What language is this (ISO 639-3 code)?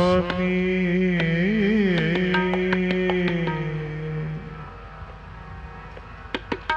hin